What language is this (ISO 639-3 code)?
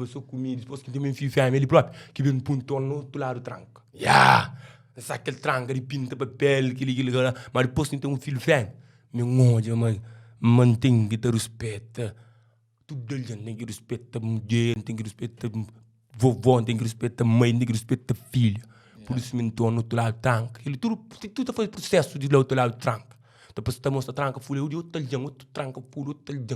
kea